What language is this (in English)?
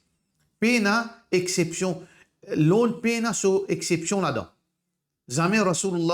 Morisyen